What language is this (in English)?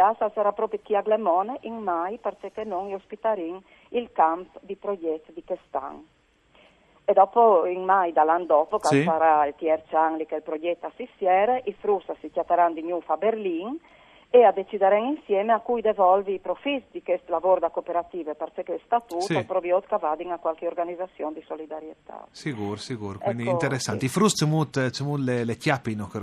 Friulian